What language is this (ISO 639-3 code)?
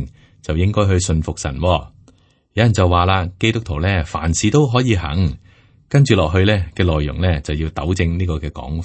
yue